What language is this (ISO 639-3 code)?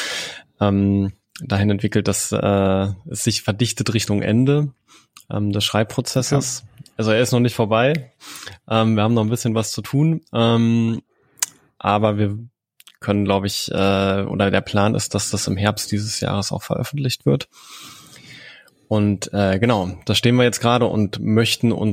deu